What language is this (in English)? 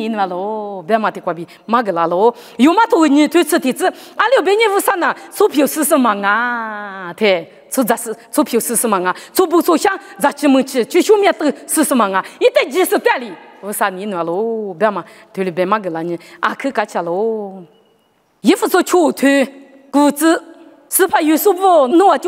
Lisu